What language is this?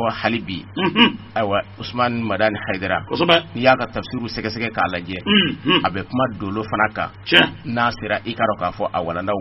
Bambara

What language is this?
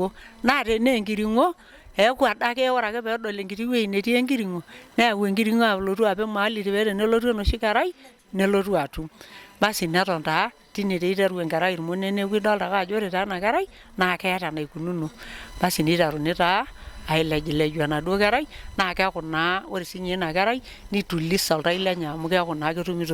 Masai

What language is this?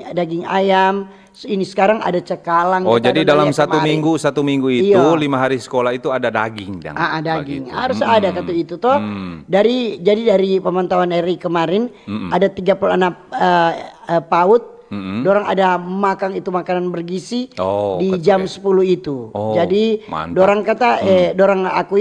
Manado Malay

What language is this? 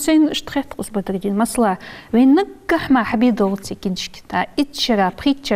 Ingush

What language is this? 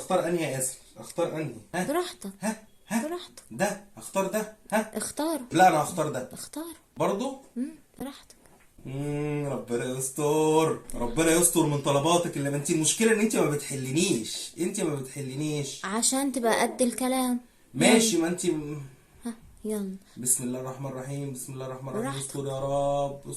Egyptian Arabic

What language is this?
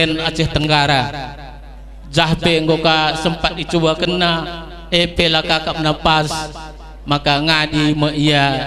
Batak Karo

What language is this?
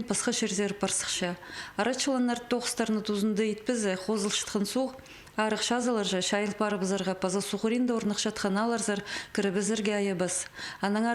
Khakas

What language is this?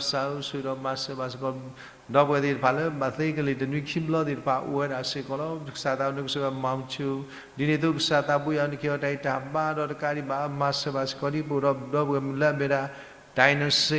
S'gaw Karen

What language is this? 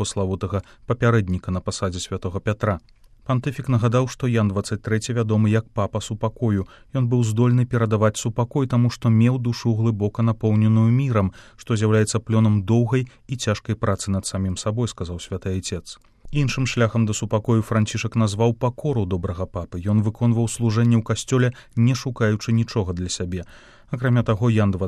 Belarusian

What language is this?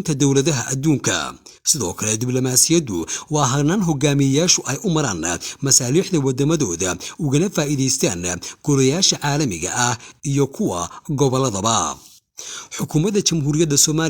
Somali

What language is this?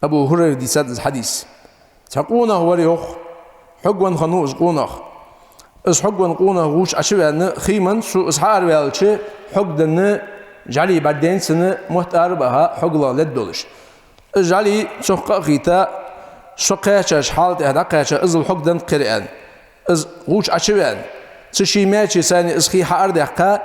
Ingush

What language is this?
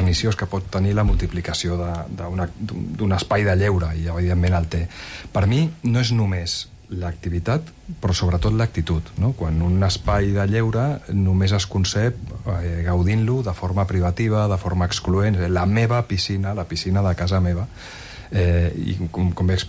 Catalan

